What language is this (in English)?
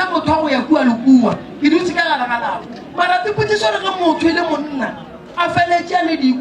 Northern Sotho